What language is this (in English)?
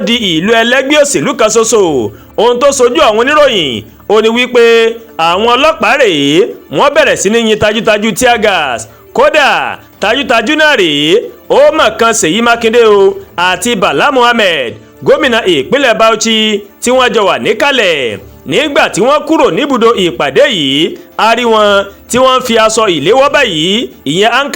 Yoruba